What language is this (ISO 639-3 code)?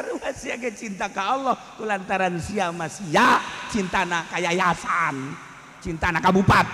sun